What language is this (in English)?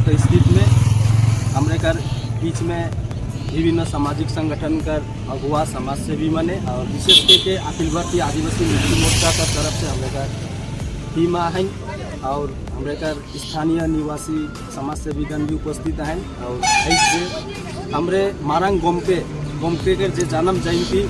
Sadri